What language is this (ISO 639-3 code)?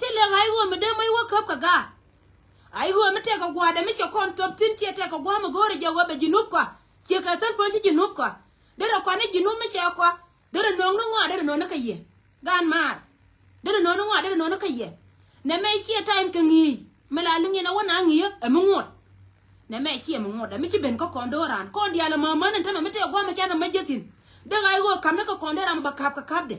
nus